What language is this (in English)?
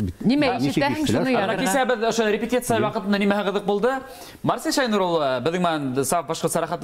Bashkir